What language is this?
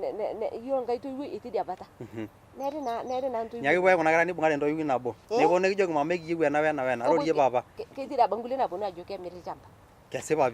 Masai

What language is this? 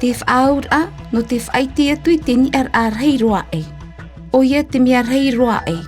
Tahitian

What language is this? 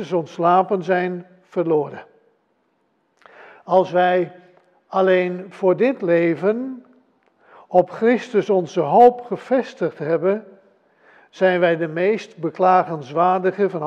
Dutch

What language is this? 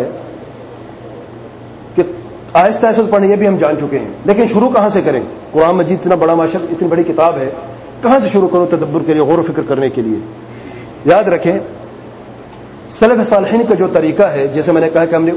Urdu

